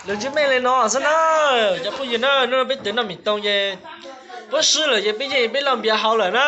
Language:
Hmong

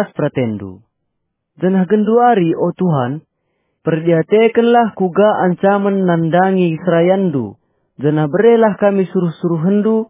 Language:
Batak Karo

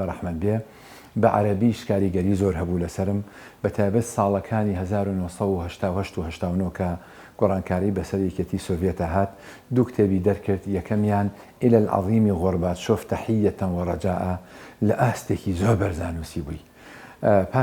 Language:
Central Kurdish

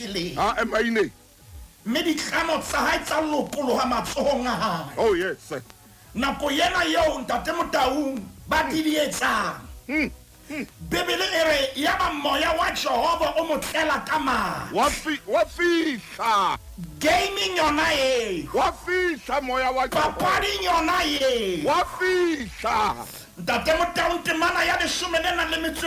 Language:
Southern Sotho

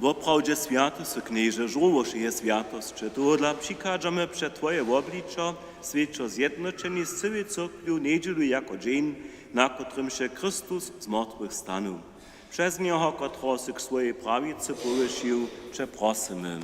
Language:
Upper Sorbian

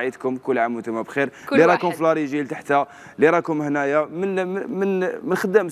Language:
Algerian Arabic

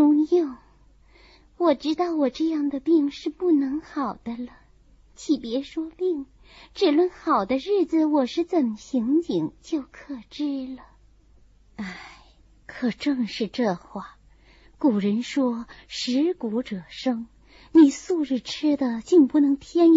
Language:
Chinese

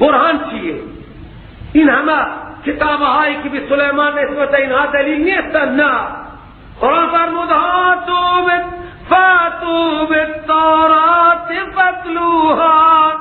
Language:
Persian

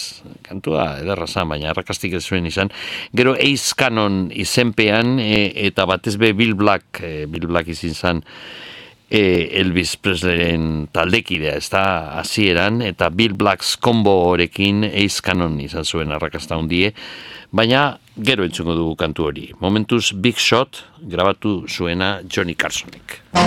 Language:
Basque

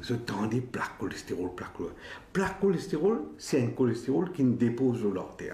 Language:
Morisyen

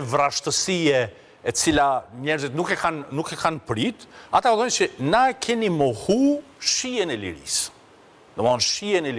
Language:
Albanian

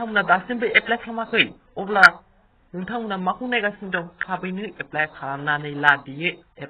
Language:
Bodo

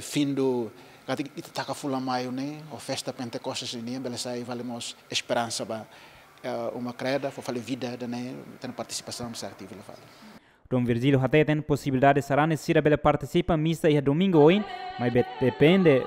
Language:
Tetum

